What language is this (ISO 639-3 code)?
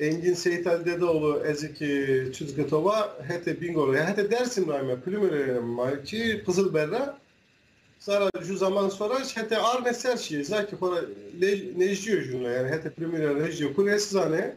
zza